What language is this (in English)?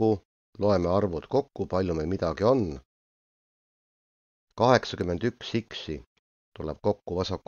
Estonian